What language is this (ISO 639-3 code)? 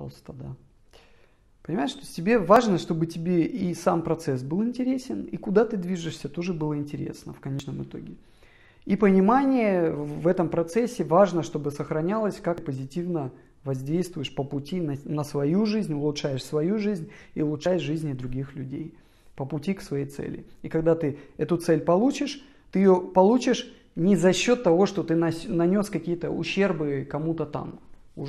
rus